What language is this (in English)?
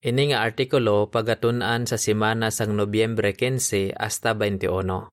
Hiligaynon